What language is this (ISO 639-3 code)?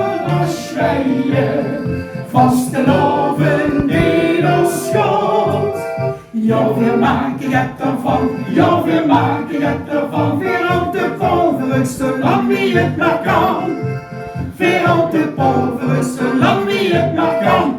lim